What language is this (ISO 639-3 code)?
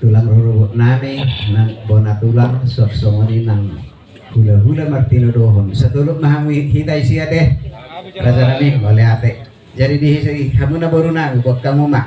bbc